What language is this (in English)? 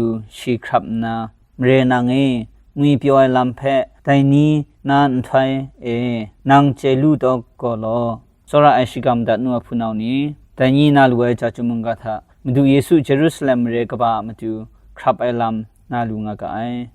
Kachin